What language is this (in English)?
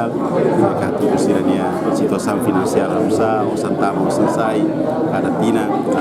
Tetum